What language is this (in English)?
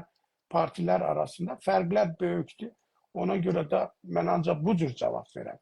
South Azerbaijani